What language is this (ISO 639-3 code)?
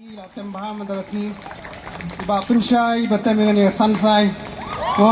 kha